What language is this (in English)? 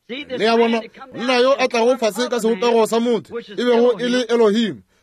Northern Sotho